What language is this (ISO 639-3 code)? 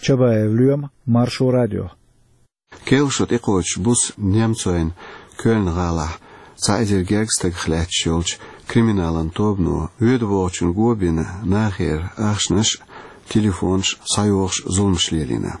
che